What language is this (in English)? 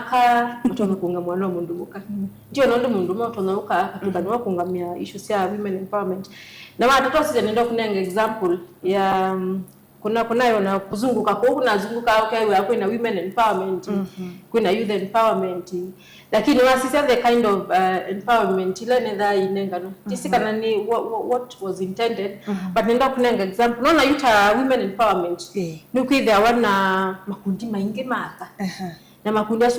Kamba